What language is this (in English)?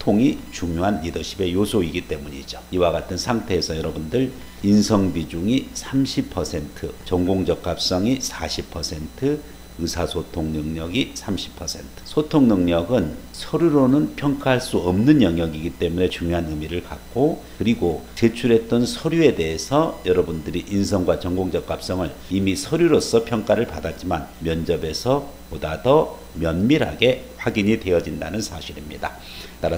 Korean